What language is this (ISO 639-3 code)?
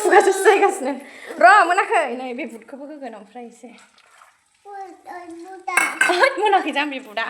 brx